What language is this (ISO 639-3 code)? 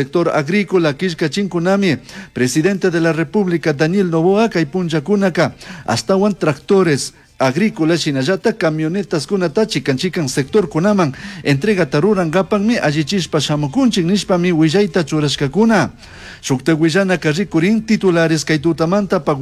qug